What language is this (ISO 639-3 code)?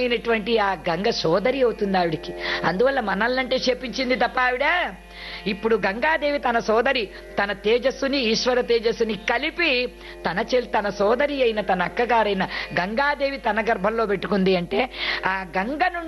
tel